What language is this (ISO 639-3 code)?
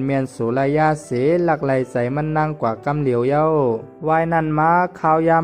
shn